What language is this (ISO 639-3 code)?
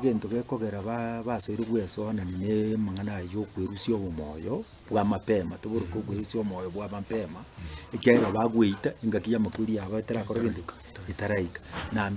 guz